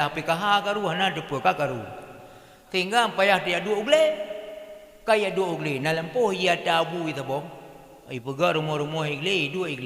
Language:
Achinese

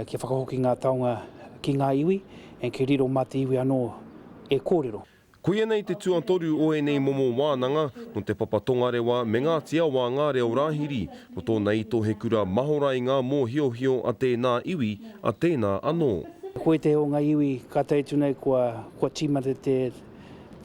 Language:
Māori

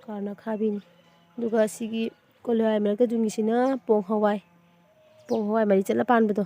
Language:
Manipuri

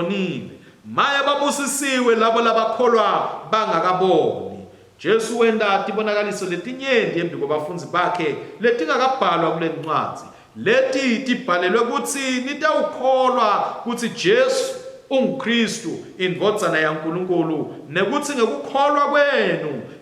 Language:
Swati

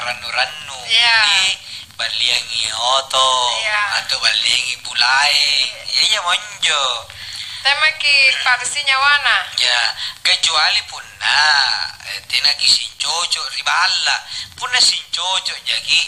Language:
Makasar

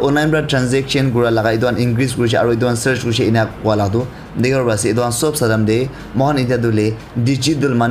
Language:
Naga Pidgin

